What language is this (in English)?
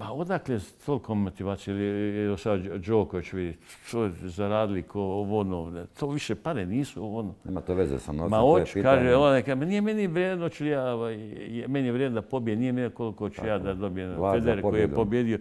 Bosnian